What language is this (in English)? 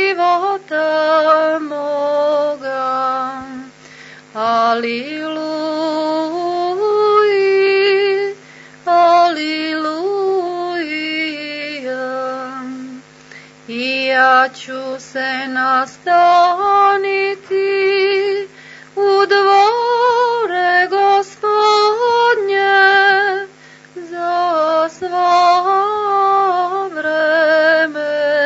Serbian